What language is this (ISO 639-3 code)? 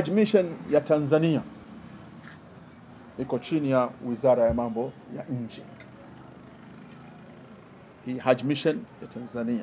swa